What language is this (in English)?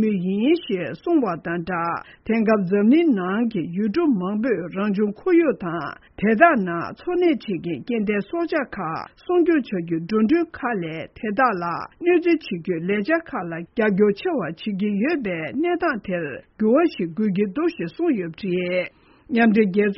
Tibetan